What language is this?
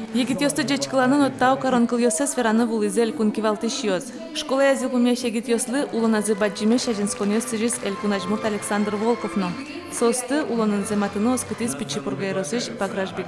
Udmurt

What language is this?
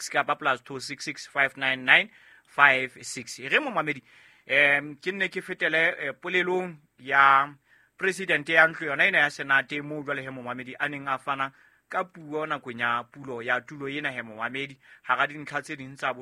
Southern Sotho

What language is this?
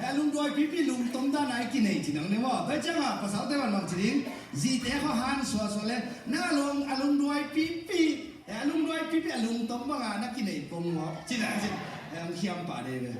Tedim Chin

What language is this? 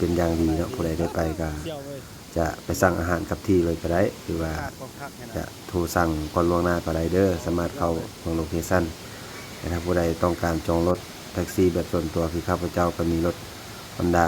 Lao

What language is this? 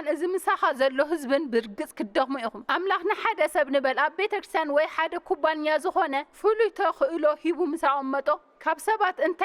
Tigrinya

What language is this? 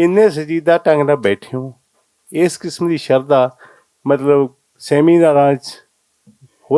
Western Panjabi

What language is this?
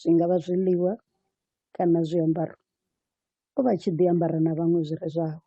Venda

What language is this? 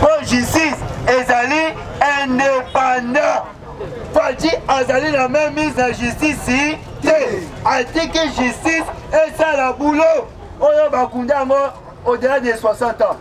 Lingala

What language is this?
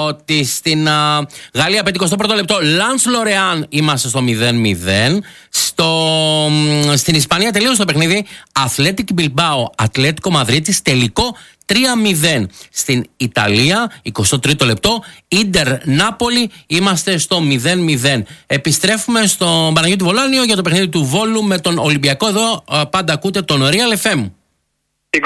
Greek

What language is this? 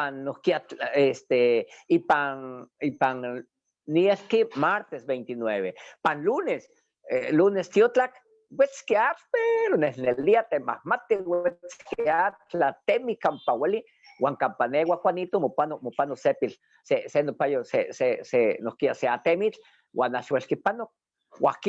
Eastern Huasteca Nahuatl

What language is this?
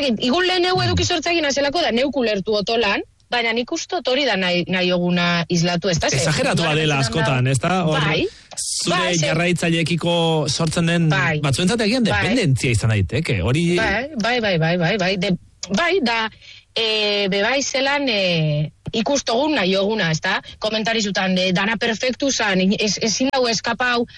Basque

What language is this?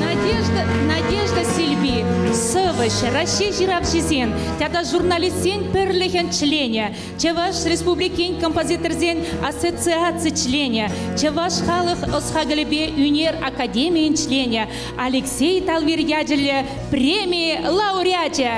Chuvash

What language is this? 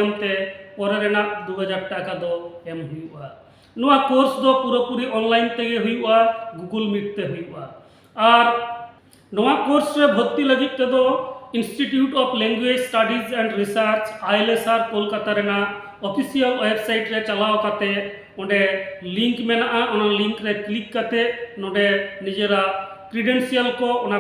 Santali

